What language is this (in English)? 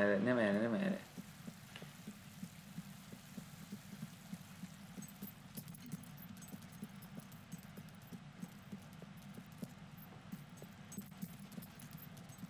Hungarian